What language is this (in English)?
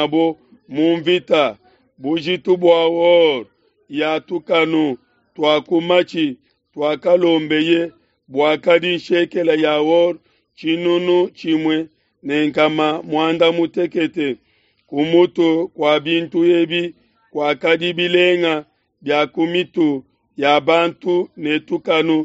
Luba-Lulua